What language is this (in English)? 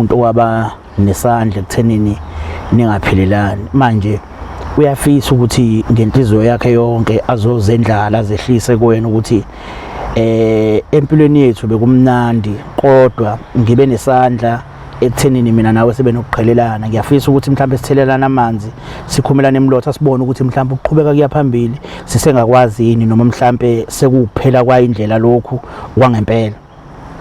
Zulu